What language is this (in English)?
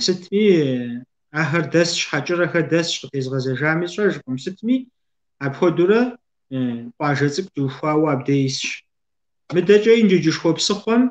Kabardian